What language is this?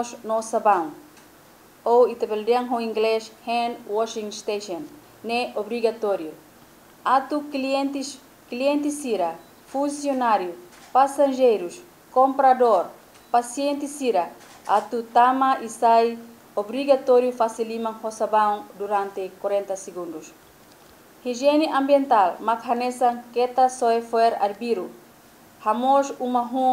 Tetum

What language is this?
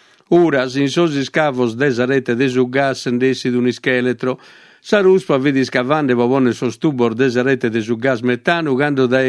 Sardinian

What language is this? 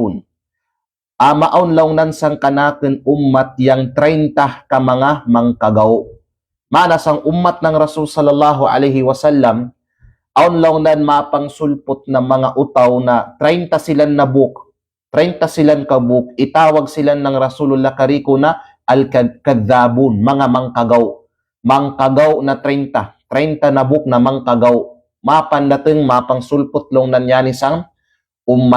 Kalagan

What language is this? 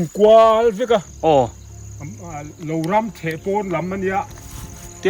Biete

